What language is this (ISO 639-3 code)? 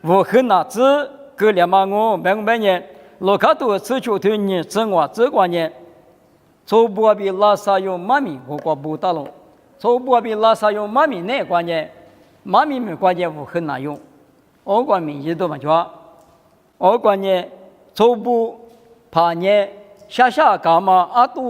lis